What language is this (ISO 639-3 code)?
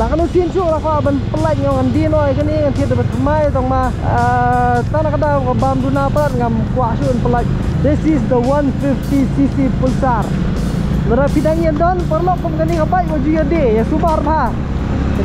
msa